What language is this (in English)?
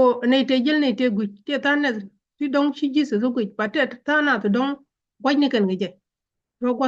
Nuer